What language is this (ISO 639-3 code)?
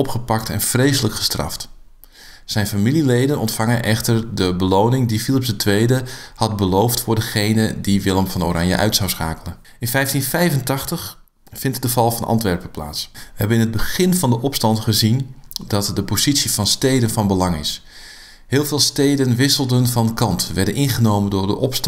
nld